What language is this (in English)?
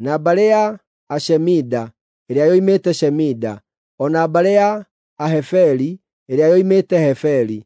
Kikuyu